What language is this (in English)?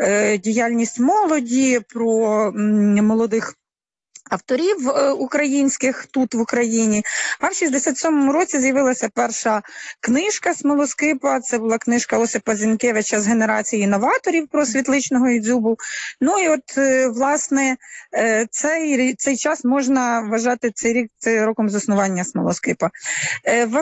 Ukrainian